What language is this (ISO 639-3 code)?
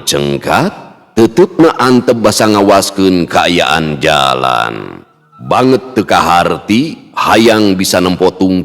sun